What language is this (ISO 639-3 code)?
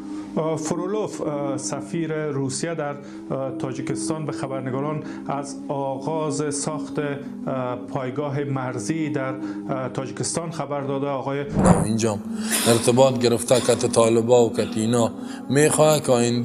fas